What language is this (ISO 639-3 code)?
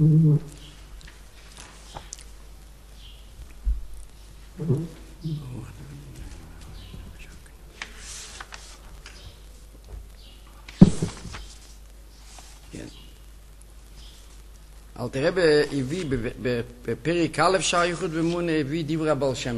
heb